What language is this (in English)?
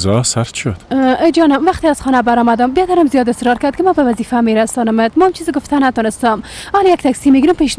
Persian